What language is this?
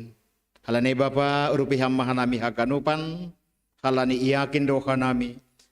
Batak Simalungun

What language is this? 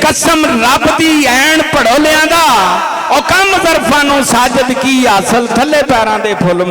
Western Panjabi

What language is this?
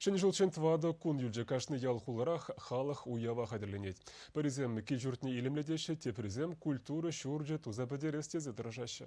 Chuvash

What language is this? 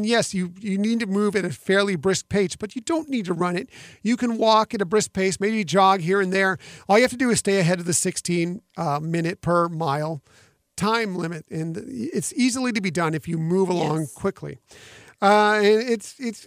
English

